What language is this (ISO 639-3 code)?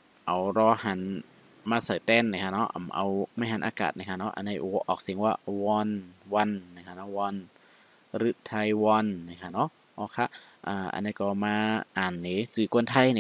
shn